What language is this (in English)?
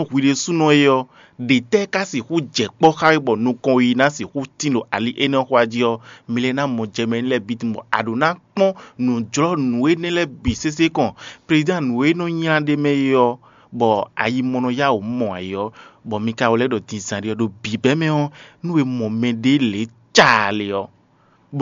Fon